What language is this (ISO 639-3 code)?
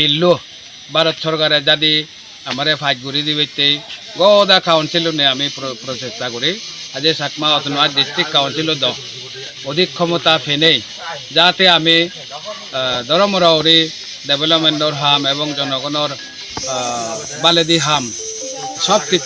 ccp